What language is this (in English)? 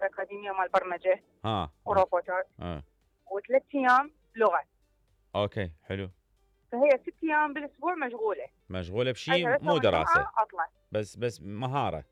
Mesopotamian Arabic